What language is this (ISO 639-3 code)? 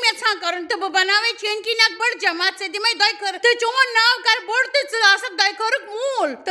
kas